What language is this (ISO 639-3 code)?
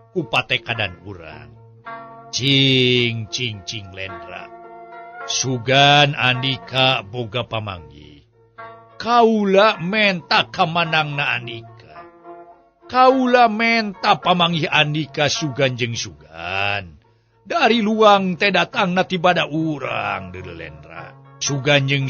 sun